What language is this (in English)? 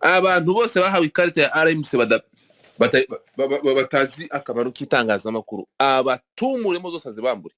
Kinyarwanda